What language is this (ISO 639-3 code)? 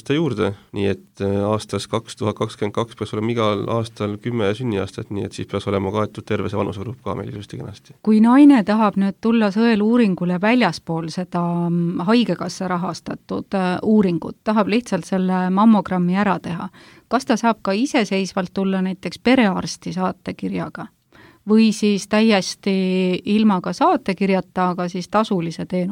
est